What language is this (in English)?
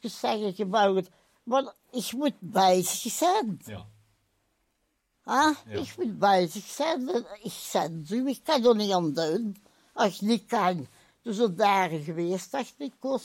Dutch